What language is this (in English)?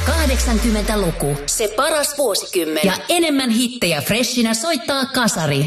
Finnish